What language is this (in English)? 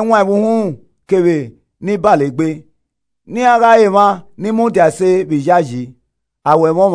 Esan